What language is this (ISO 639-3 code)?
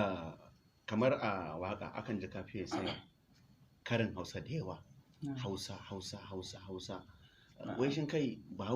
hau